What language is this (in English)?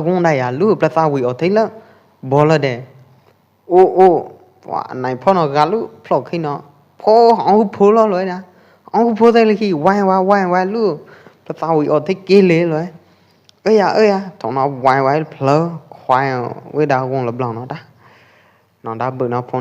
Pwo Eastern Karen